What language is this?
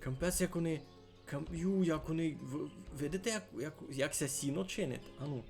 Rusyn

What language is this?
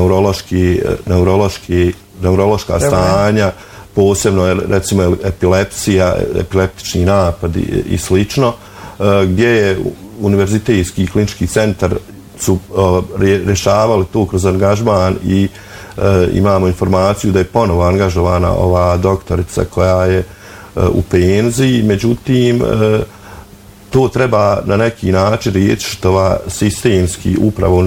Bosnian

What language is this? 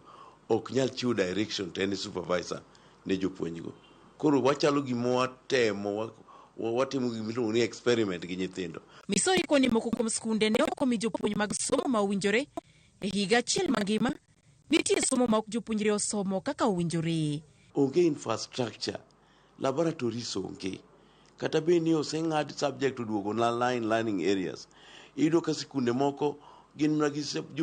Luo (Kenya and Tanzania)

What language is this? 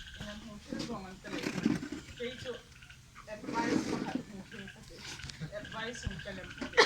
Hmar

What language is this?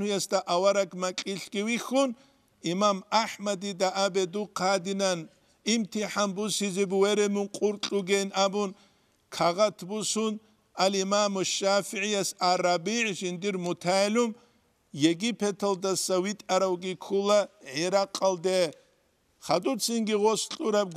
Avaric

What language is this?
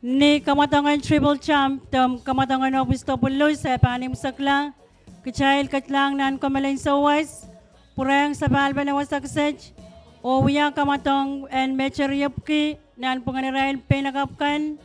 Pohnpeian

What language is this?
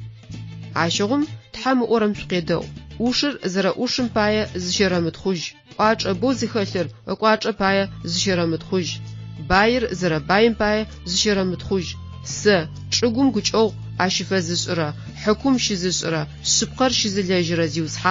Adyghe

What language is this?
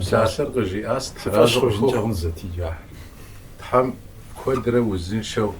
Kabardian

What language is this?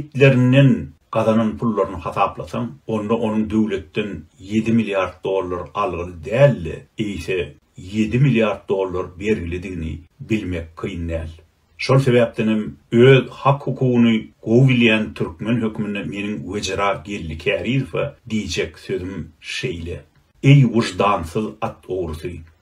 Turkmen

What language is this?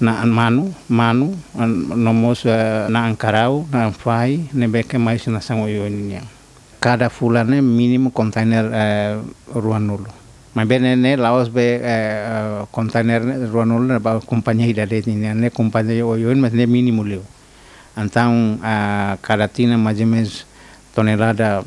Tetum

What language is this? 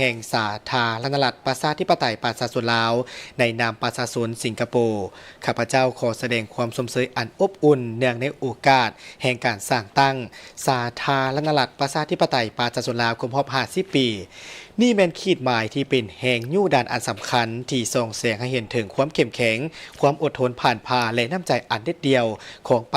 Lao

